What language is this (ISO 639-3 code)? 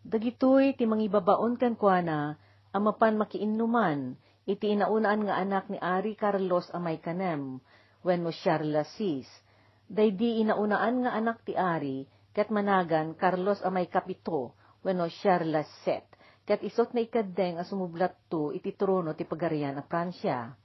ilo